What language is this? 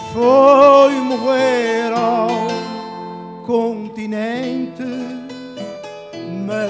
Portuguese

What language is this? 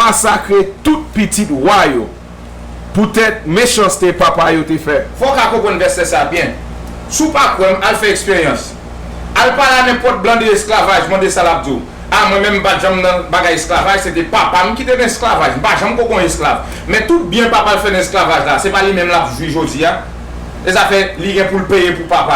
Haitian Creole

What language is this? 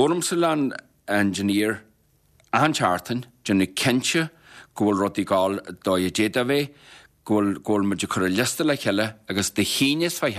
Irish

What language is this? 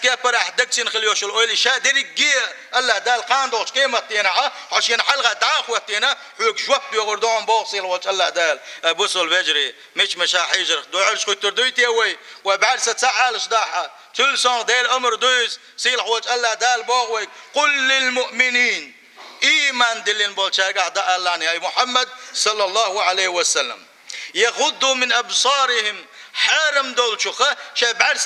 Chechen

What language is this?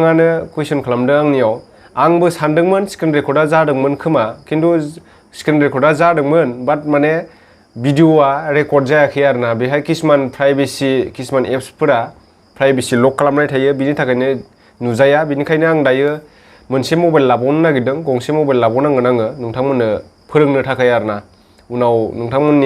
Bodo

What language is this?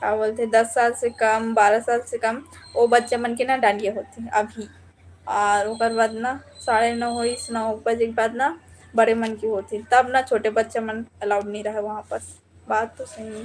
Chhattisgarhi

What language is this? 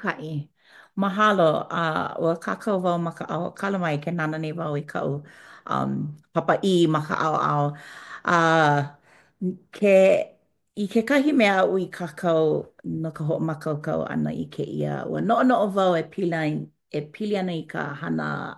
Hawaiian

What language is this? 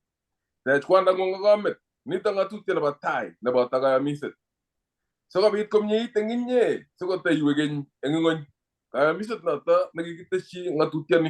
Kalenjin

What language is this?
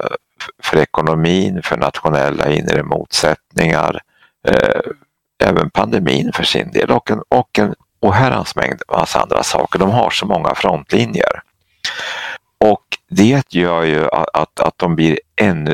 Swedish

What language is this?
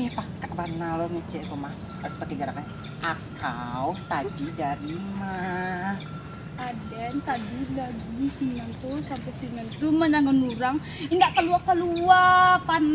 Minangkabau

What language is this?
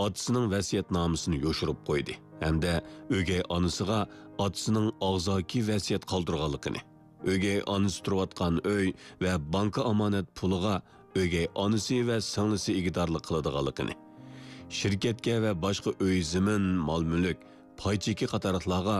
Uyghur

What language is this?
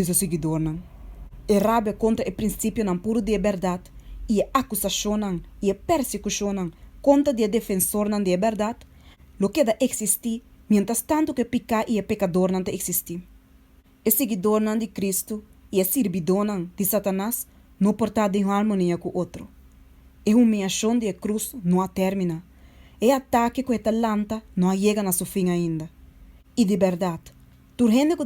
Papiamento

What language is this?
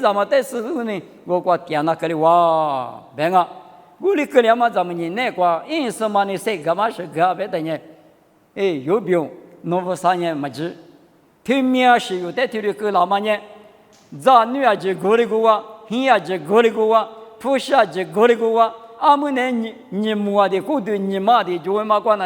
Lisu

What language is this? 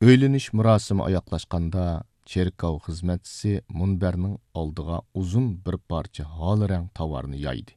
Uyghur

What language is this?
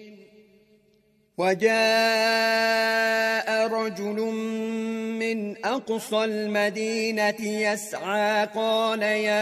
Arabic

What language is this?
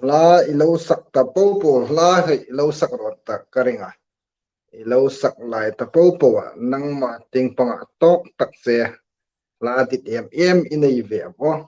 Hmar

